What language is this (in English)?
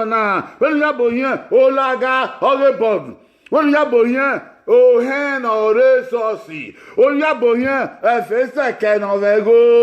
Bini